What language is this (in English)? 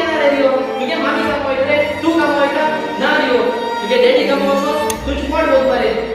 Konkani